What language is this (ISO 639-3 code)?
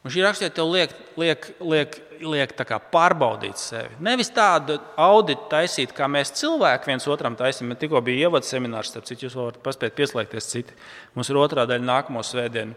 lav